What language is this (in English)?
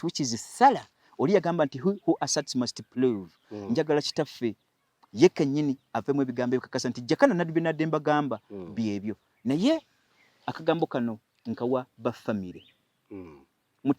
Ganda